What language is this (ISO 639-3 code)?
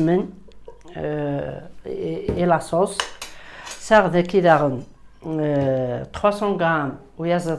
kab